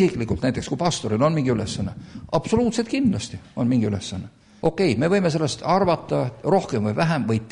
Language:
Estonian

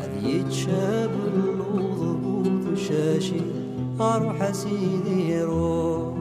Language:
Kabyle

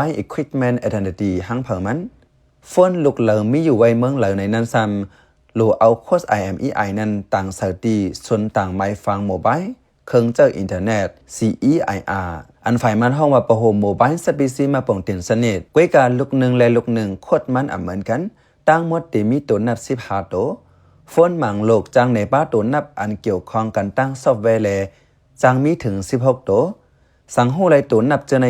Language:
Shan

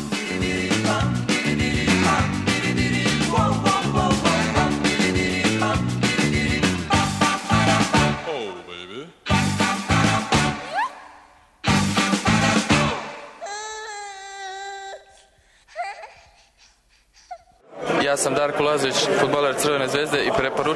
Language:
Serbian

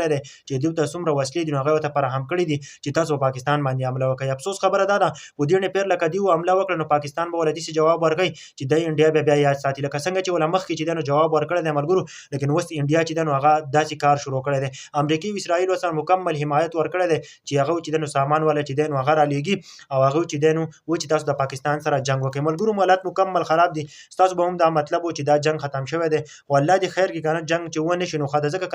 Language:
Pashto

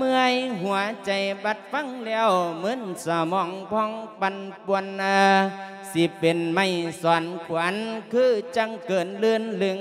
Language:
Lao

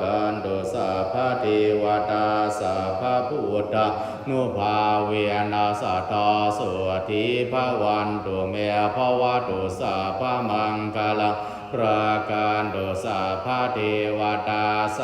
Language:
Pali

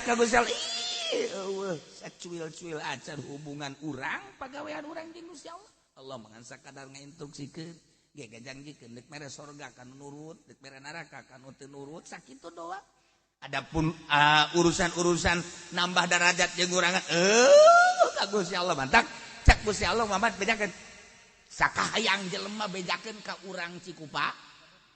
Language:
Sundanese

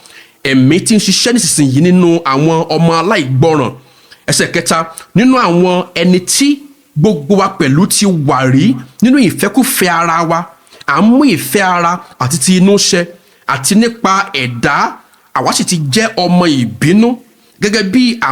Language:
Yoruba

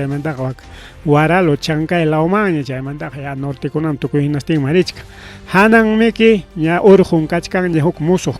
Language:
Ayacucho Quechua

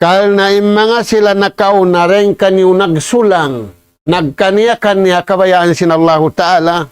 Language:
Tausug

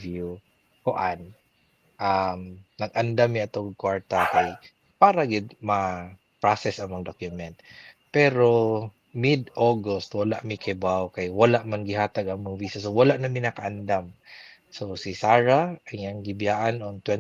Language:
Cebuano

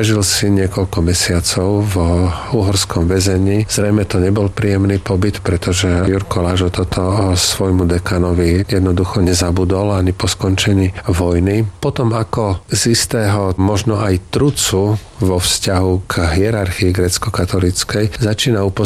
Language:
Slovak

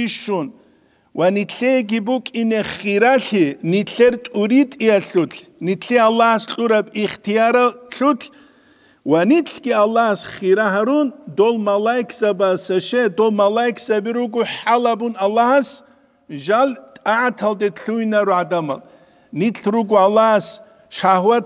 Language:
Avaric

